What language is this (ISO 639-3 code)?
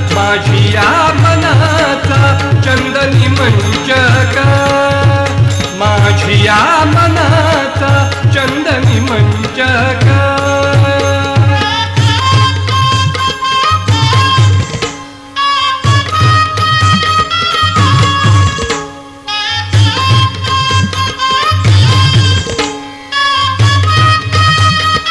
mar